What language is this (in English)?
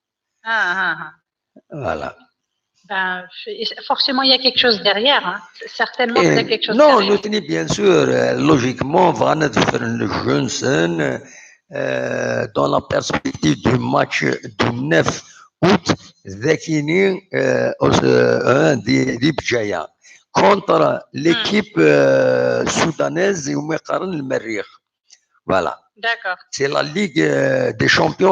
Kabyle